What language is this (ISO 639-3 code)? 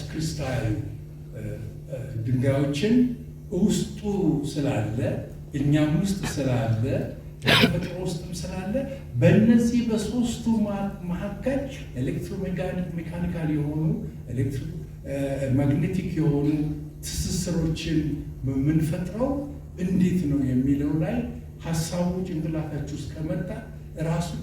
amh